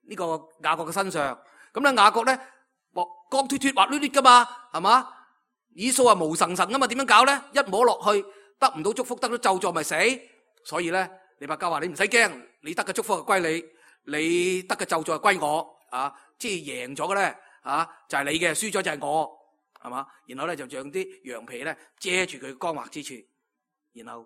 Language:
Cantonese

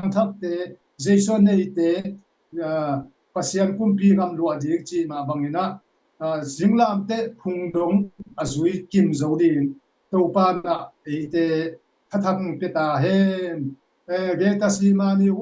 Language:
Tedim Chin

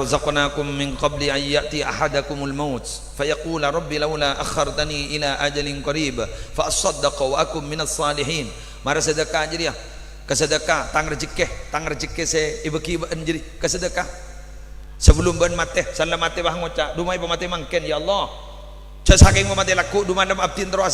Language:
Madurese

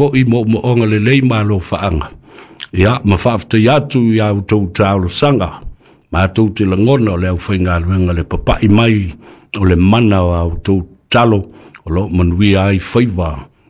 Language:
Samoan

